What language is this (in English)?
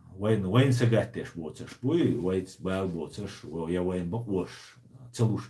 Chechen